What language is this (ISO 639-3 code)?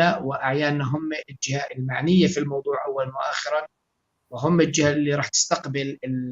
apc